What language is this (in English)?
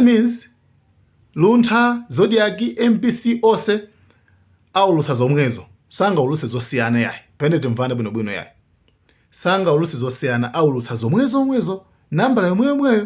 Nyanja